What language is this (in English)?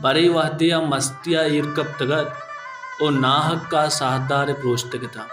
Baluchi